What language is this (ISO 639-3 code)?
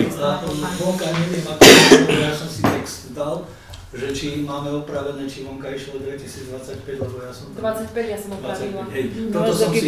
slk